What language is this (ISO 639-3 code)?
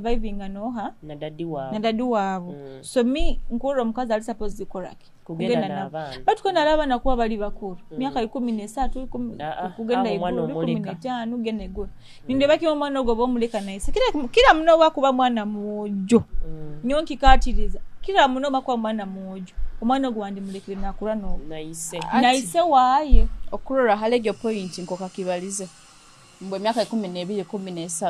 nyo